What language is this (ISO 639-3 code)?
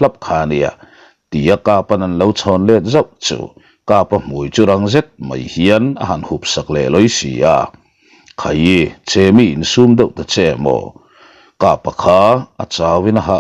lus